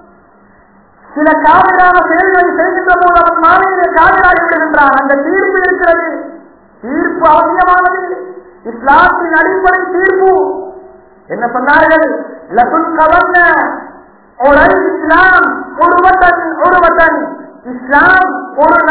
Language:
Tamil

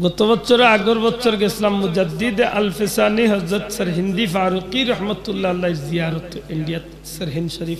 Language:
Sylheti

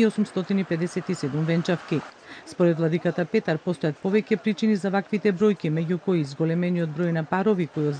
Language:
Macedonian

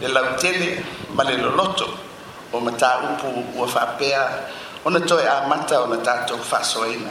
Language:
Samoan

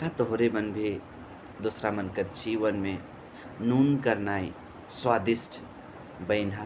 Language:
Sadri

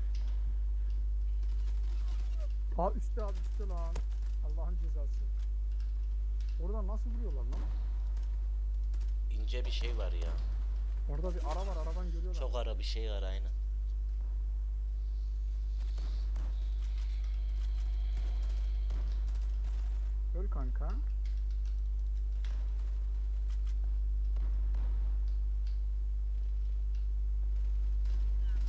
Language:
Turkish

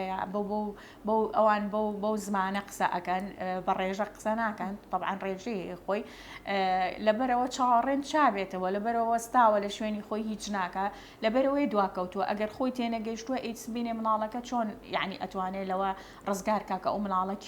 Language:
Central Kurdish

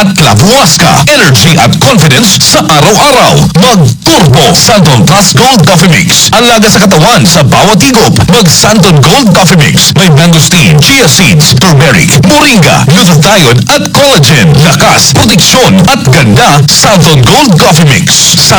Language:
Filipino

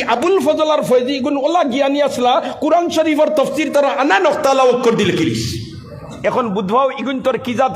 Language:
Sylheti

